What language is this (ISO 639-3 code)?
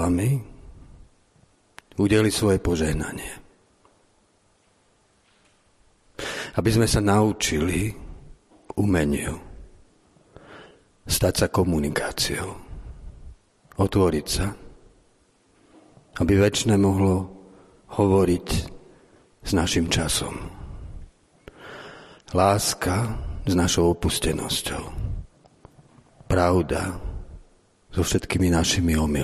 slk